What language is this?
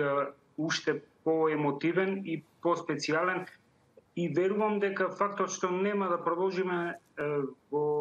Macedonian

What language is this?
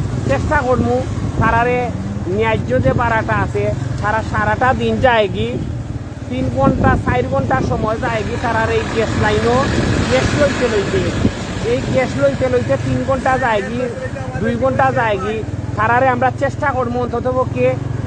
Sylheti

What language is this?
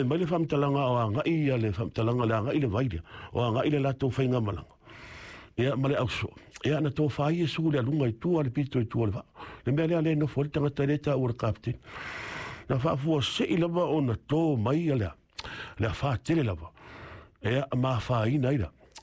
Samoan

